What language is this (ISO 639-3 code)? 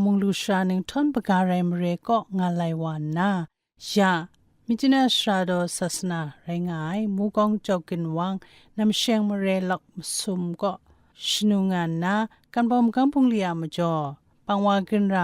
kac